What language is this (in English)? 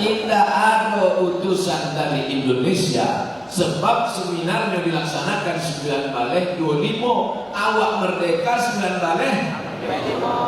Minangkabau